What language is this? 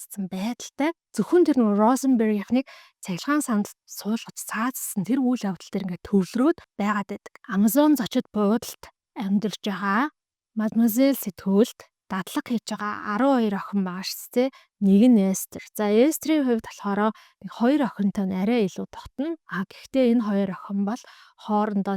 Mongolian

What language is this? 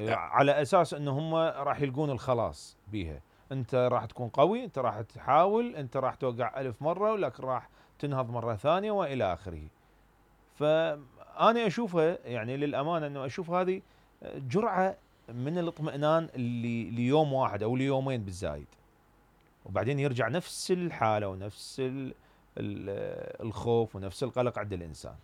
Mesopotamian Arabic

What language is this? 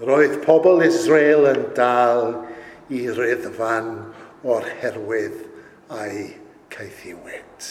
Welsh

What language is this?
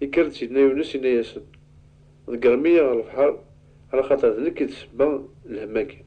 Kabyle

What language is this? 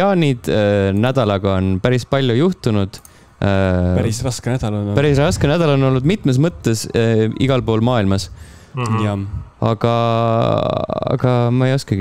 Estonian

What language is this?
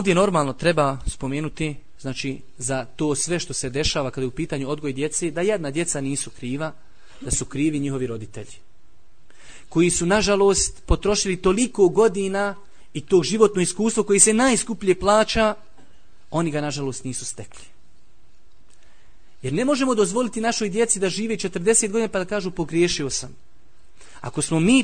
Bosnian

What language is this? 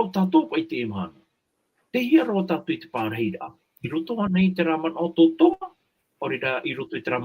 Tahitian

